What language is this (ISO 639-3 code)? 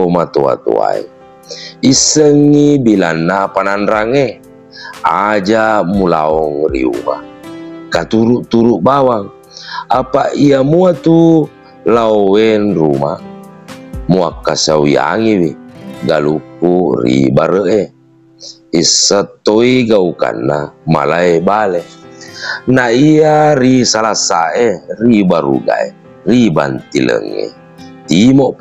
bug